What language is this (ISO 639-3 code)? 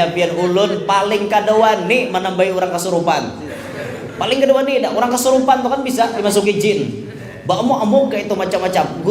bjn